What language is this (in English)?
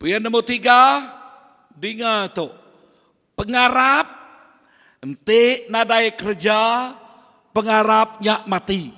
Iban